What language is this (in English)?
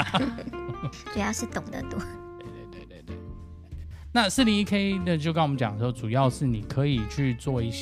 Chinese